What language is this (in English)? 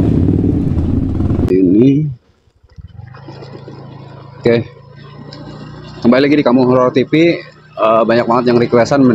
Indonesian